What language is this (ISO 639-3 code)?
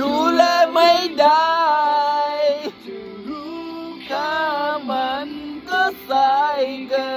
mnw